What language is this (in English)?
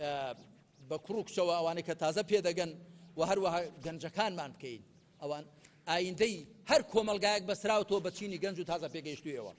Central Kurdish